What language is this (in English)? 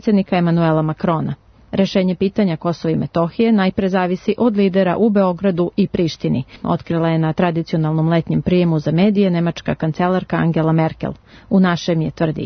Serbian